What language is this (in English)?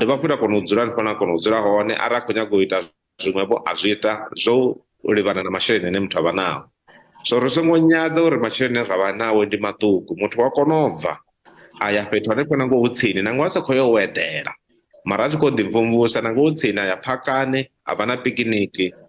Venda